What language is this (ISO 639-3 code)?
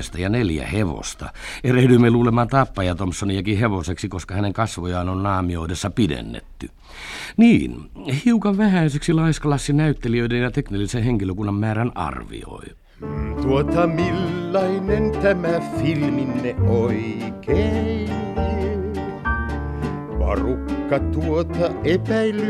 fin